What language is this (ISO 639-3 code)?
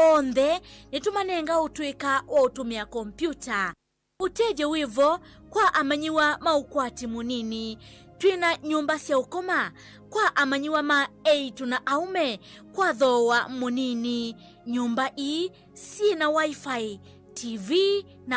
kam